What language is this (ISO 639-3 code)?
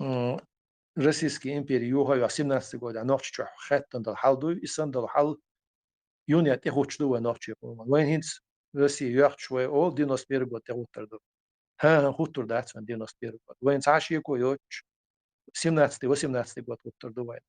che